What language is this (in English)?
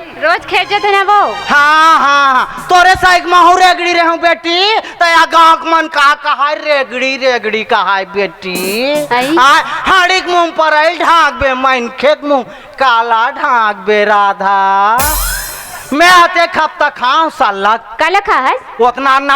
Chhattisgarhi